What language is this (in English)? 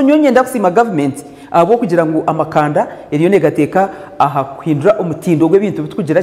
Nyankole